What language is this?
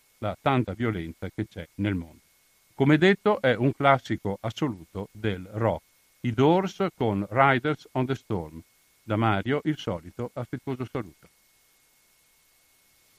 Italian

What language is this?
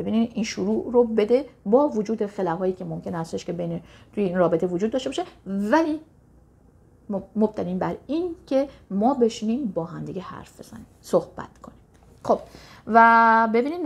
Persian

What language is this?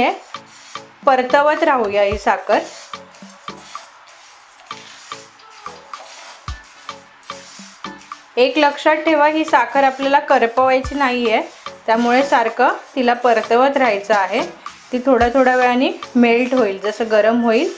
Marathi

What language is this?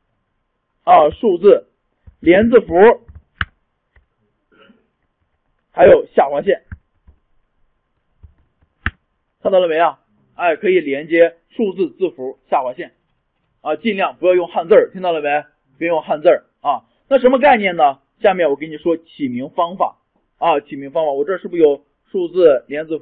Chinese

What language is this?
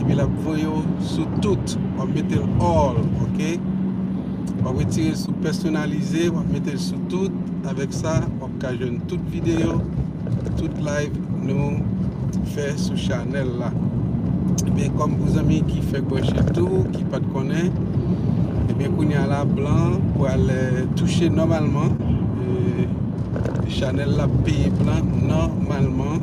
Haitian Creole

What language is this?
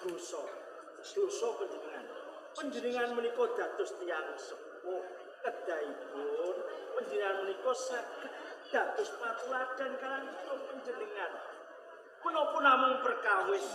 Javanese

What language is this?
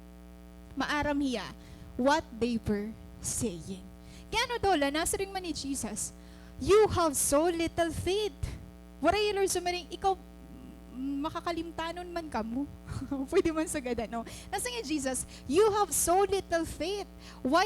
Waray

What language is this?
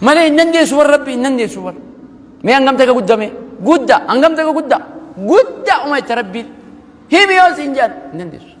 Oromo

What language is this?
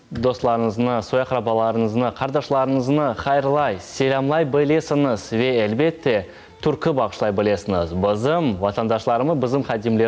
Crimean Tatar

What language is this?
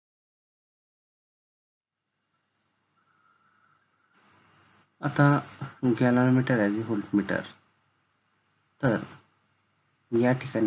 Marathi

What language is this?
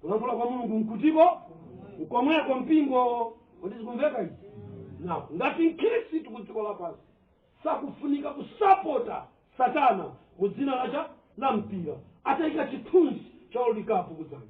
Nyanja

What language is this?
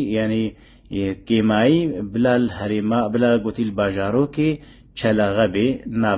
Kurdish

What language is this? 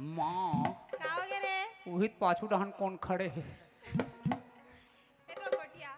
Chhattisgarhi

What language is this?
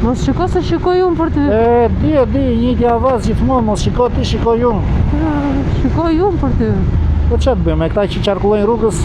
Albanian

